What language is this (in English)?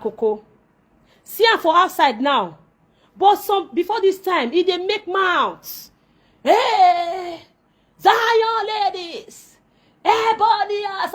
Nigerian Pidgin